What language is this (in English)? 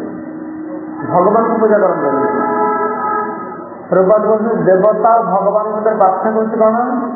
Odia